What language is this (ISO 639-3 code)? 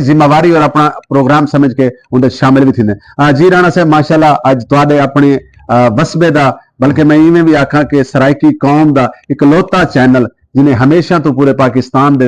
skr